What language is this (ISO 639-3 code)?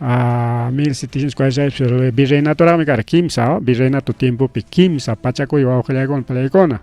quy